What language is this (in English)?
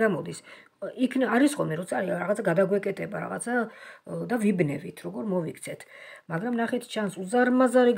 Georgian